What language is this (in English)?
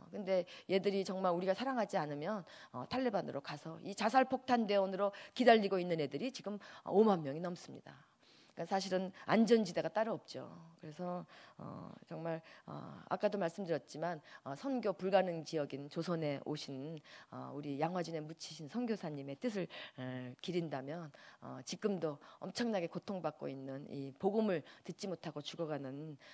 Korean